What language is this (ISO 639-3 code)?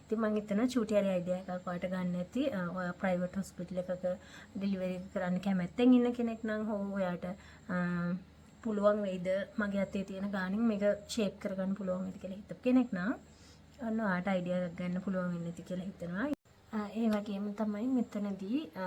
sin